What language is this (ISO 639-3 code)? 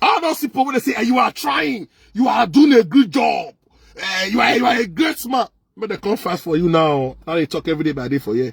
pcm